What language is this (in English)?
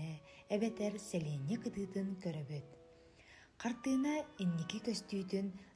Yakut